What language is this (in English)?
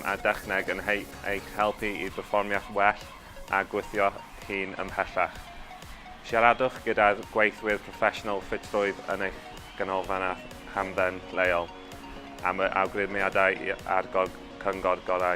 Welsh